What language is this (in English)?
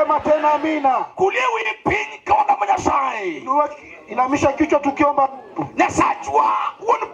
Luo (Kenya and Tanzania)